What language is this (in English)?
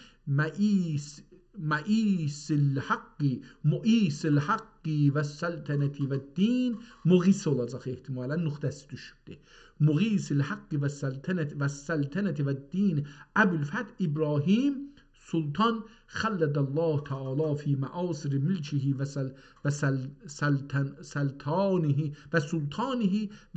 South Azerbaijani